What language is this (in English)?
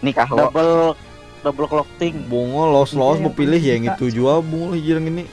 Banjar